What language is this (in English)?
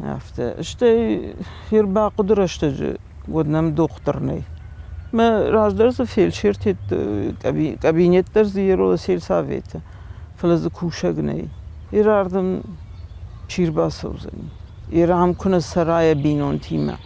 Ossetic